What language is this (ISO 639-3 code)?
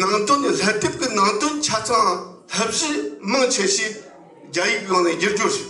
bod